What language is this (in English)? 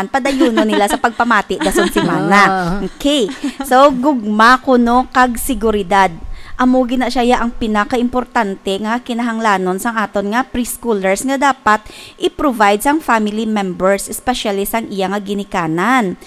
Hiligaynon